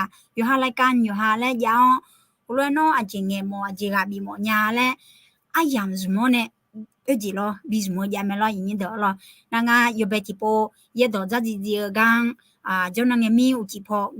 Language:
Akha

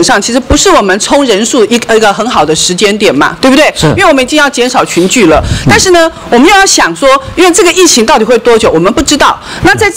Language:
Chinese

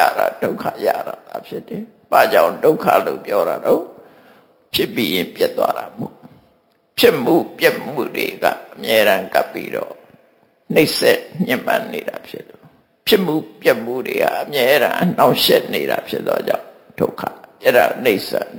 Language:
Burmese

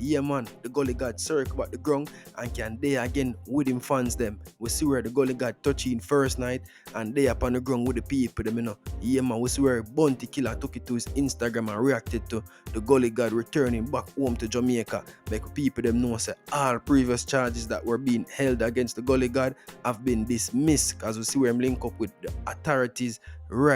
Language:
Jamaican Creole English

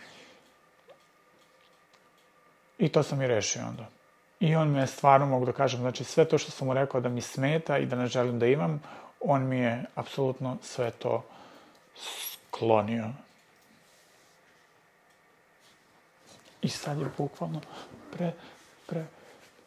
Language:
Serbian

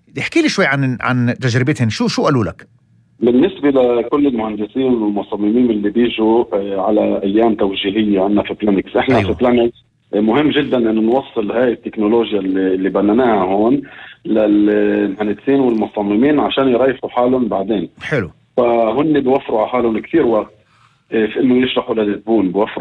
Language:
North Levantine Arabic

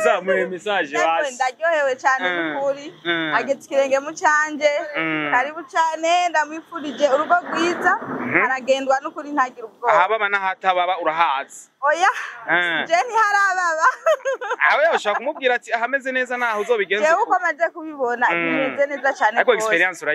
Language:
Rundi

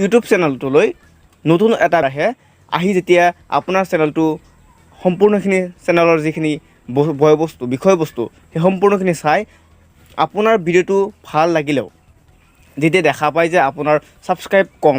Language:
Assamese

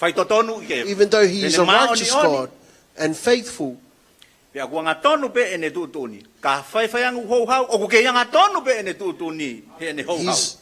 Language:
Tongan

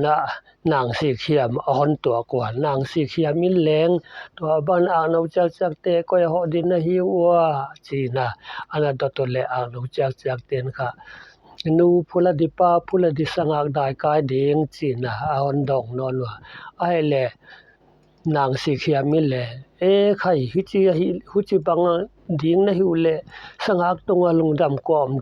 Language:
Paite Chin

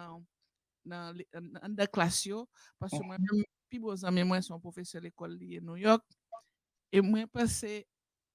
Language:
Haitian Creole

